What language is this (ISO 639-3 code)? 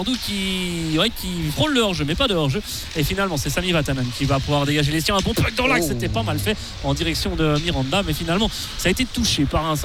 fra